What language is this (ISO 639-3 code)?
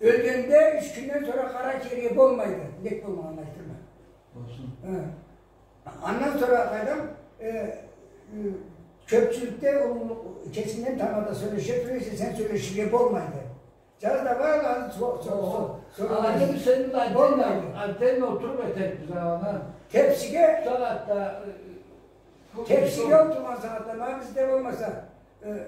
krc